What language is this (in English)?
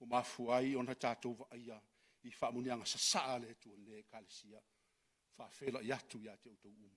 Samoan